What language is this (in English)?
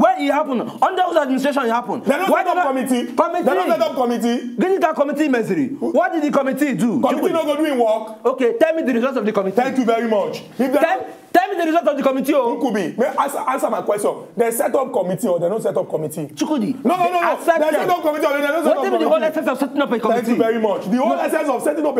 Nigerian Pidgin